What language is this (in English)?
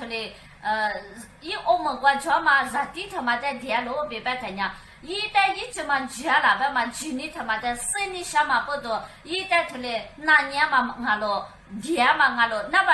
Lisu